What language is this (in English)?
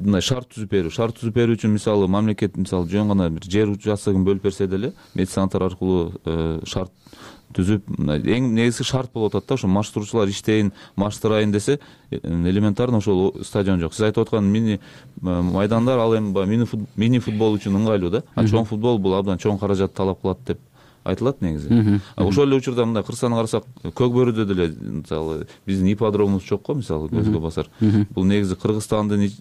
Kyrgyz